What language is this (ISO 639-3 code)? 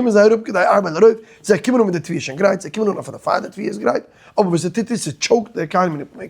yid